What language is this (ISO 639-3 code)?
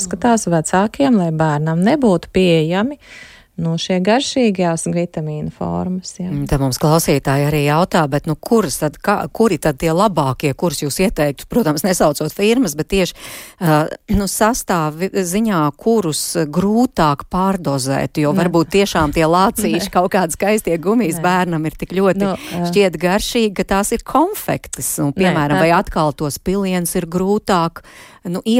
lav